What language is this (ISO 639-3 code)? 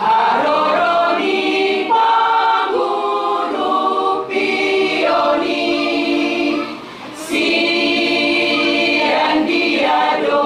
bbc